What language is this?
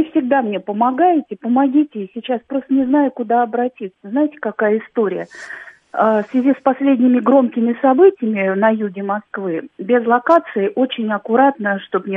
Russian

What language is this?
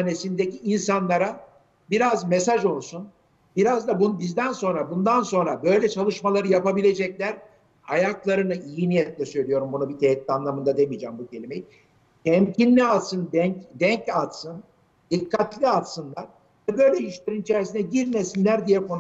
Turkish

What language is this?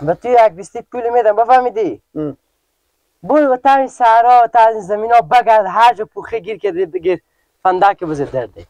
Persian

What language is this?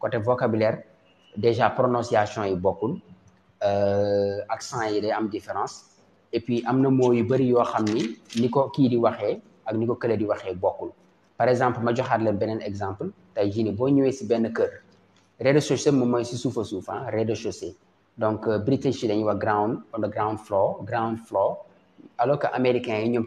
Wolof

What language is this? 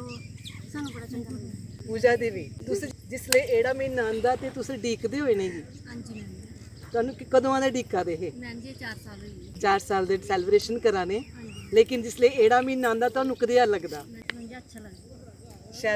Dogri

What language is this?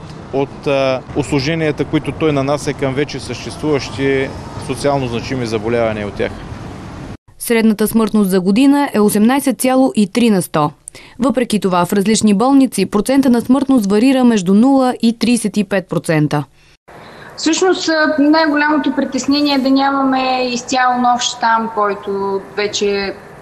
Bulgarian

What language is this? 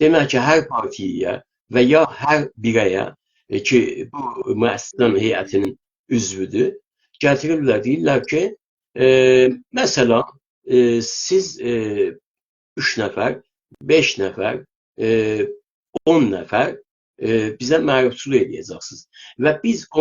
South Azerbaijani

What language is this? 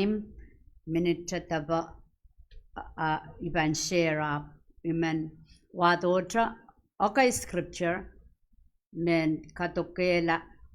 Pohnpeian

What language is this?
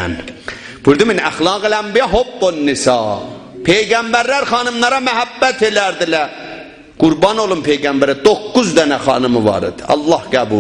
South Azerbaijani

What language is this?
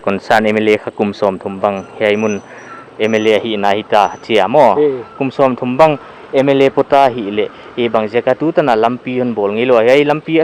Paite Chin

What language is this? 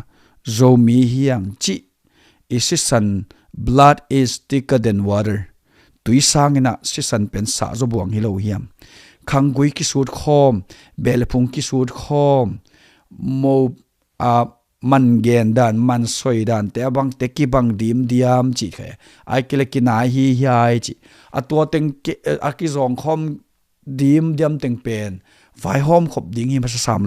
Tedim Chin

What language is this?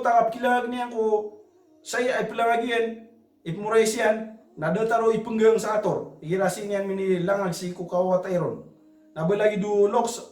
Maranao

